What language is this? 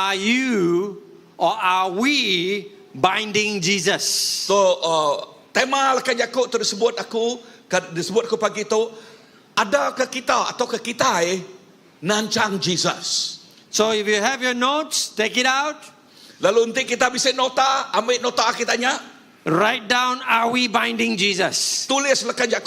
Iban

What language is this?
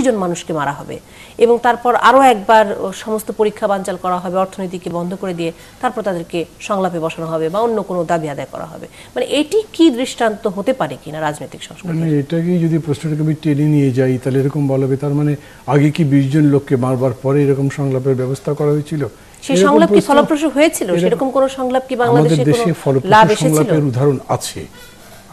Bangla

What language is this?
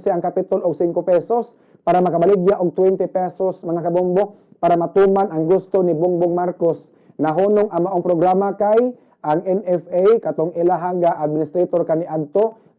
Cebuano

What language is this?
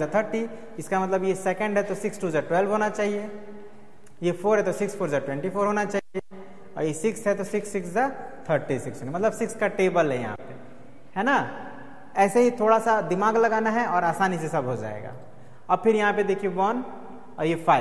Hindi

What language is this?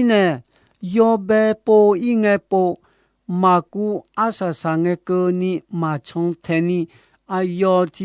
Akha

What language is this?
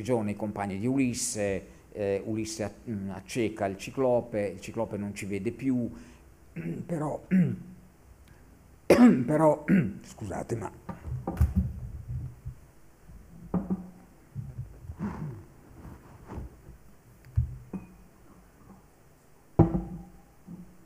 Italian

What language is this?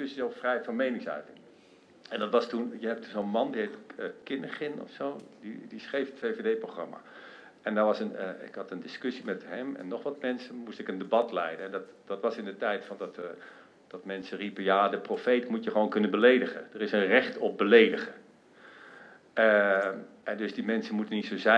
Dutch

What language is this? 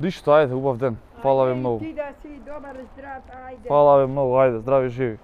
Macedonian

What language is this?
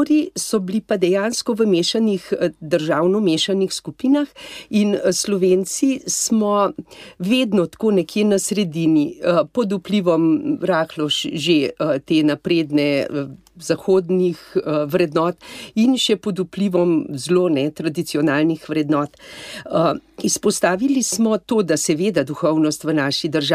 Slovenian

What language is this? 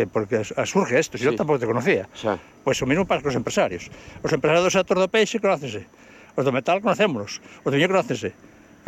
Galician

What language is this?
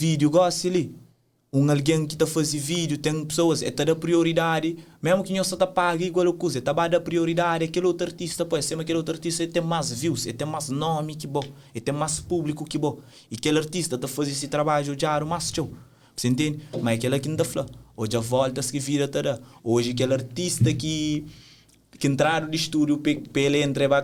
Kabuverdianu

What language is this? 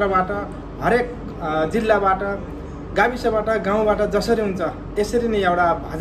Nepali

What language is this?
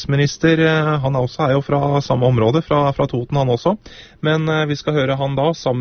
Norwegian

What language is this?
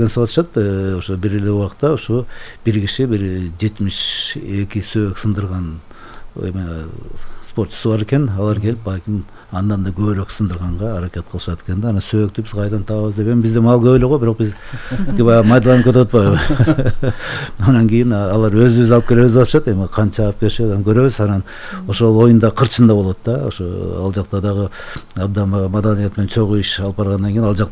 Kyrgyz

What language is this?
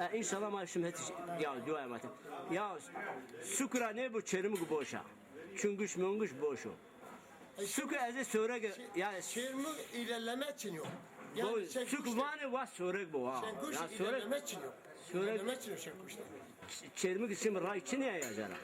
Zaza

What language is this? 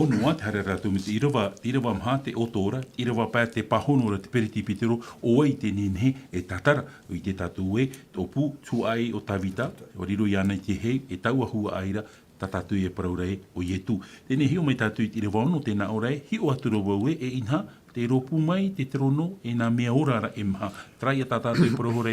Tahitian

